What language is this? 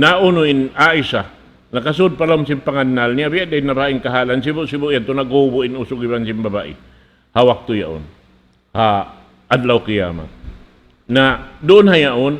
Tausug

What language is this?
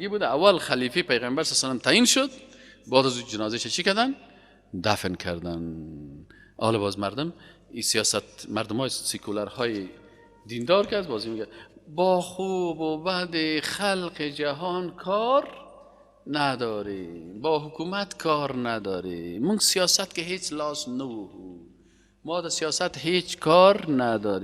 Tajik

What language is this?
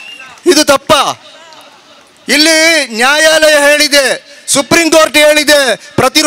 Kannada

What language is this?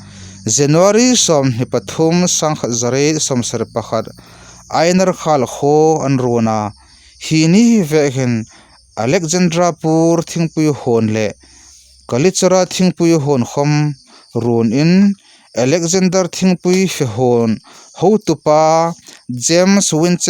Hmar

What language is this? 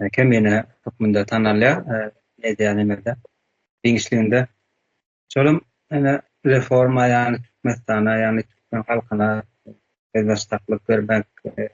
Turkmen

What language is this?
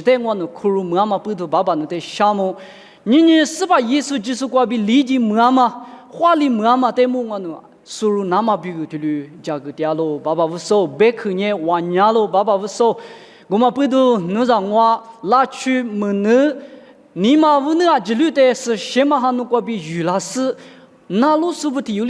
Lisu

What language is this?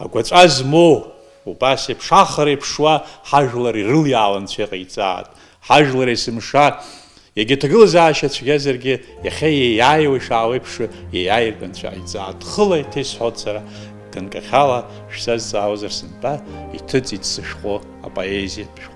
Abkhazian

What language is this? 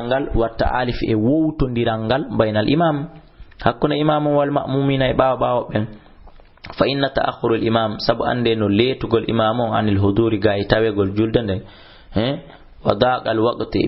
Fula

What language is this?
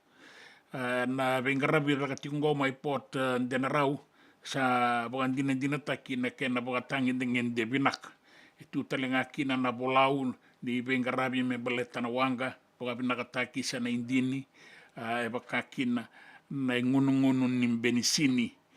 Fijian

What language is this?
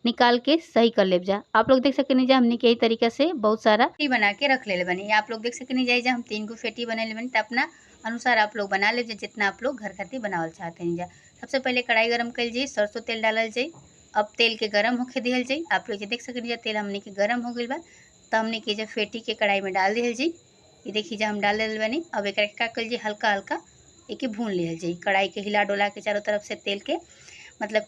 Bhojpuri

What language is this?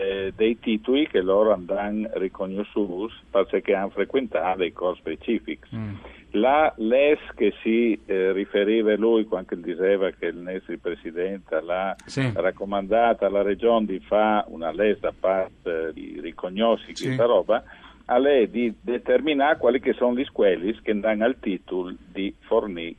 Friulian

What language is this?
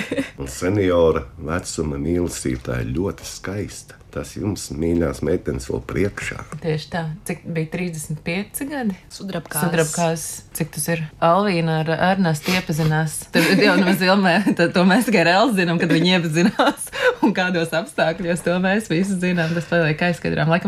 Latvian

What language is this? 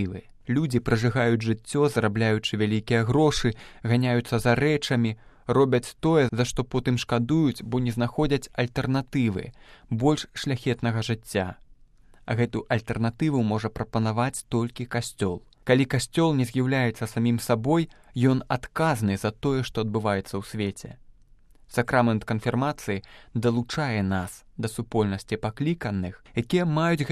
Belarusian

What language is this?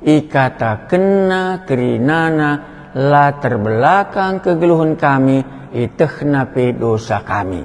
Batak Karo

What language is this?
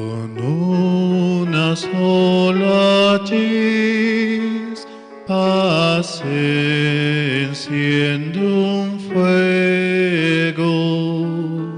Aymara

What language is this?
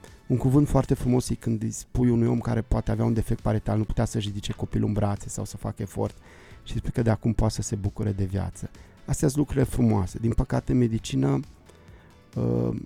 Romanian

